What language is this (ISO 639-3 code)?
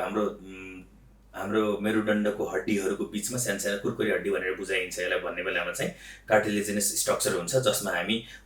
nep